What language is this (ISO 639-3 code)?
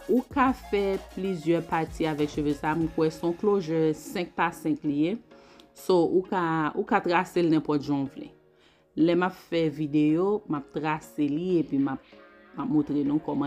hat